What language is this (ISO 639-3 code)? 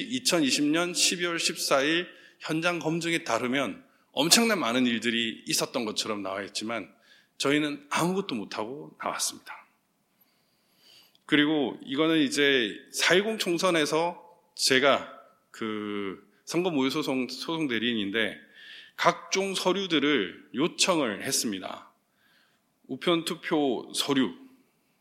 kor